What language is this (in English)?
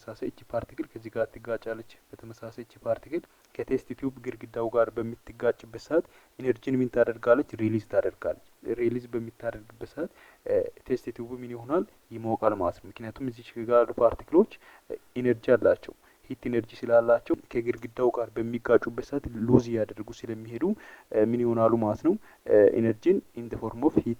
Amharic